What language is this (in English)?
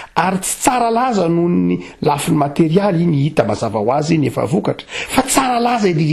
Malagasy